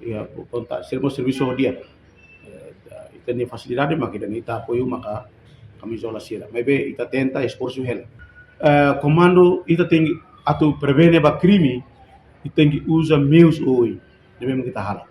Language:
Tetum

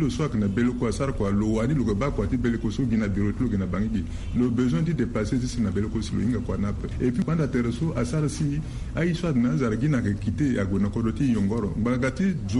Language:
Sango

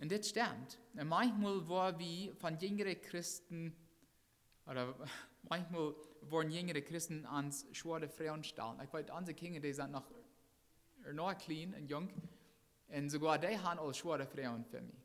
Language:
Plautdietsch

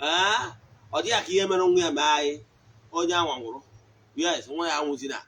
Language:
Igbo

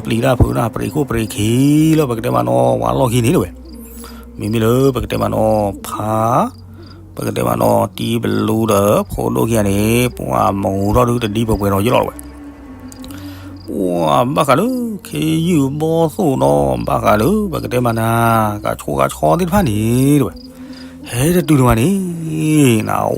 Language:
S'gaw Karen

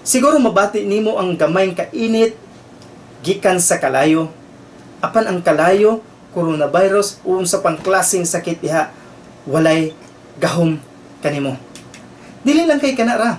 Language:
Cebuano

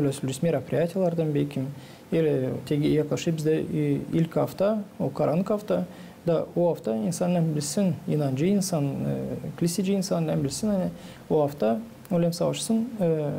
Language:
Gagauz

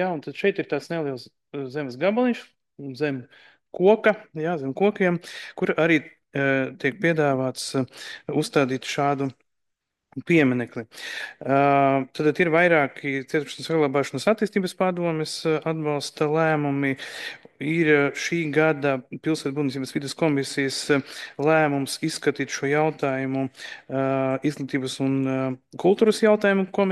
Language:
Latvian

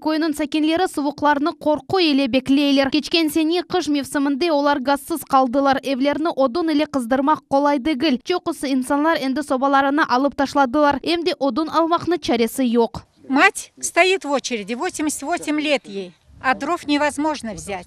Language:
Crimean Tatar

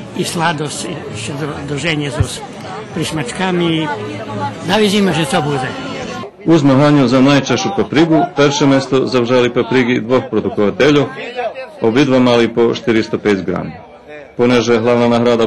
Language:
Rusyn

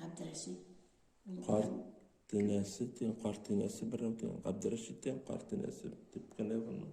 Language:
Bashkir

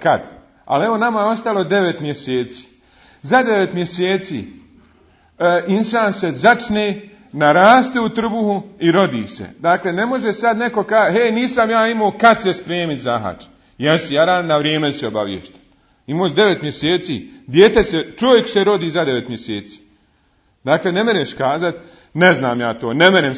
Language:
Bosnian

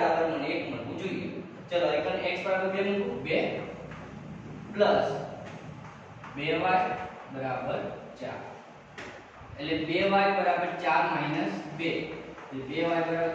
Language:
Gujarati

